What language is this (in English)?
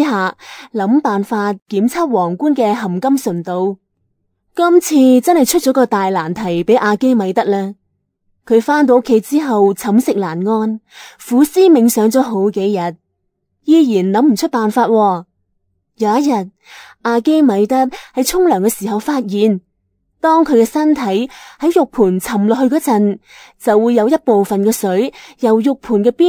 Cantonese